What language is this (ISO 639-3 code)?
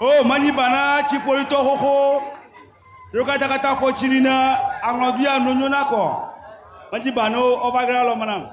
ewe